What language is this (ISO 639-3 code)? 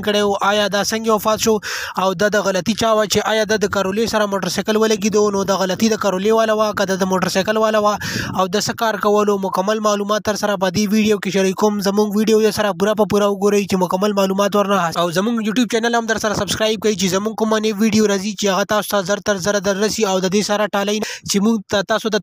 pus